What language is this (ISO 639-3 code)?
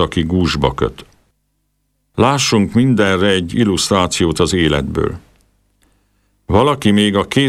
hun